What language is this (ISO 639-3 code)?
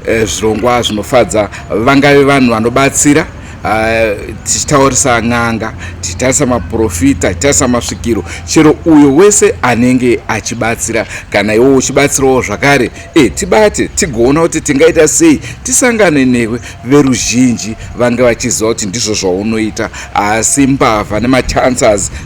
sna